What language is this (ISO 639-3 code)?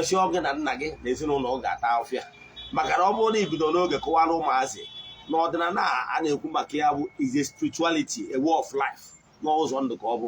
ibo